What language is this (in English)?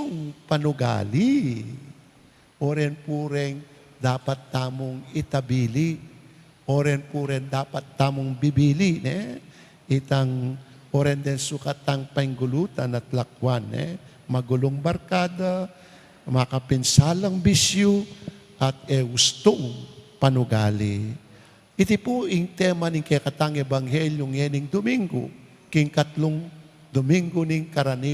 Pampanga